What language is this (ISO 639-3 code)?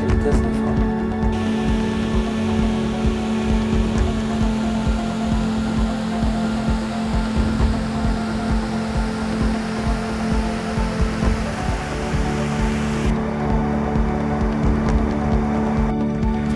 fra